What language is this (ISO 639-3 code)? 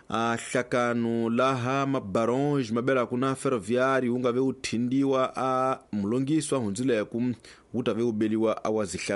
tso